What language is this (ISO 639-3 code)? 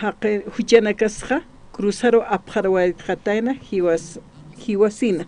aym